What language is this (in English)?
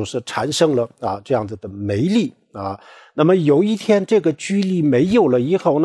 Chinese